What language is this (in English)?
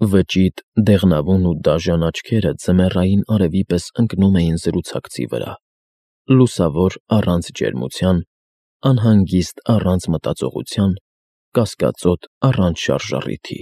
Armenian